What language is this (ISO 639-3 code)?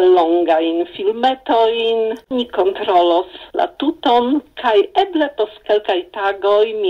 epo